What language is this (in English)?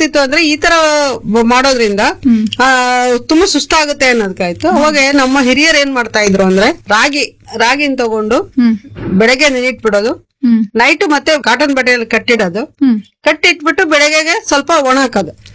Kannada